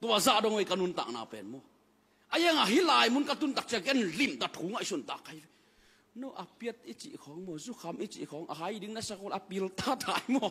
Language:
Tedim Chin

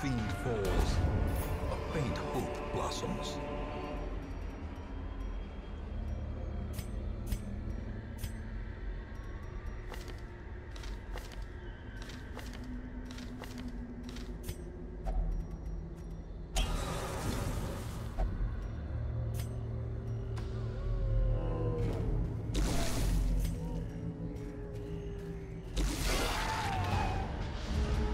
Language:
English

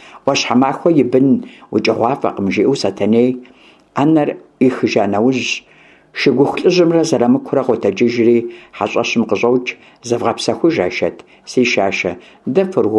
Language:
Kabardian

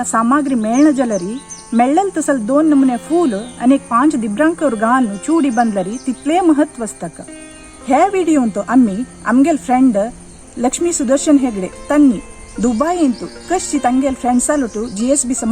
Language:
Konkani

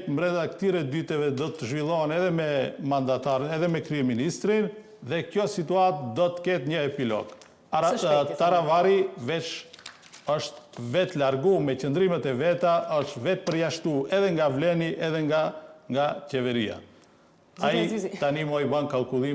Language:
Albanian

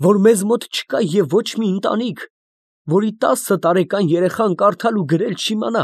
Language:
Armenian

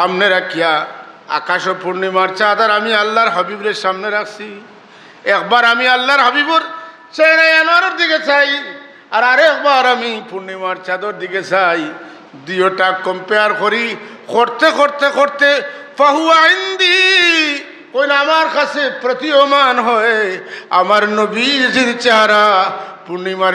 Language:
Sylheti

